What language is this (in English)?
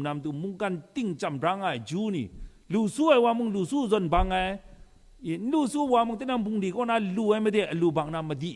Kachin